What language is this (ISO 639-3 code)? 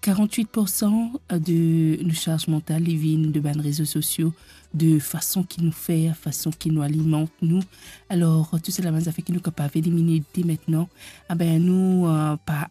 mfe